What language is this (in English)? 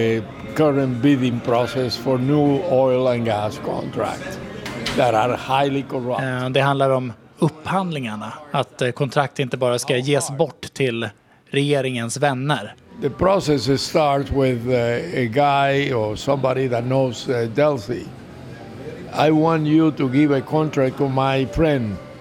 Swedish